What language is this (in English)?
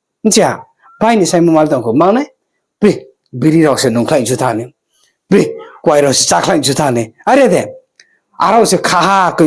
Riang (India)